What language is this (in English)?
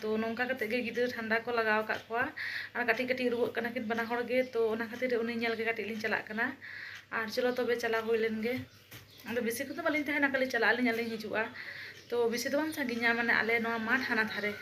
Santali